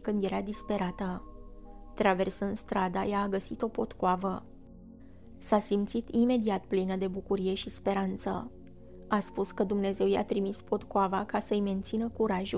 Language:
Romanian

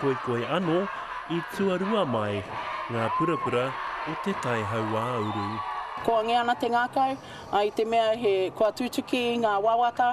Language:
Māori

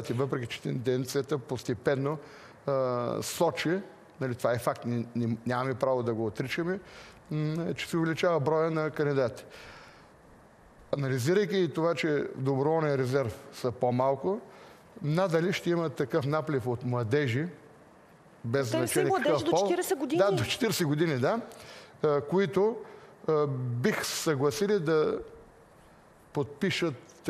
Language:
Bulgarian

